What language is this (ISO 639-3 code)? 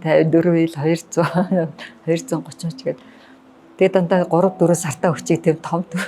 mon